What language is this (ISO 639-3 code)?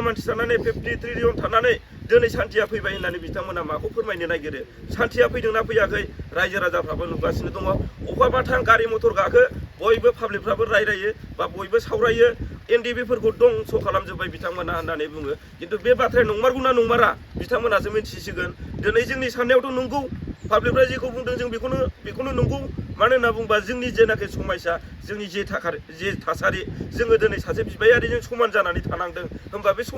brx